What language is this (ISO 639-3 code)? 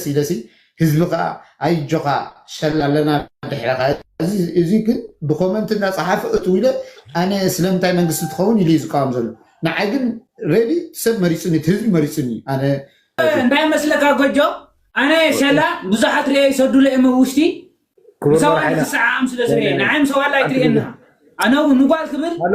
tir